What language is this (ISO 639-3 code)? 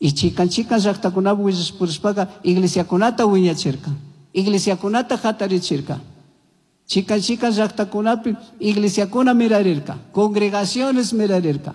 qug